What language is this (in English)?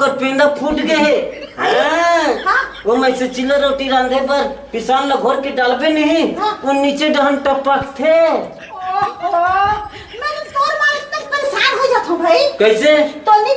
Chhattisgarhi